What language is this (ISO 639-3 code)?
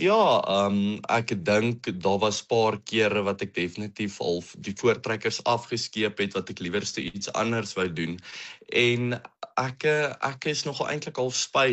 afr